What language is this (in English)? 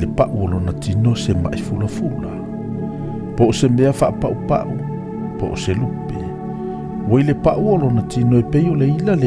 Samoan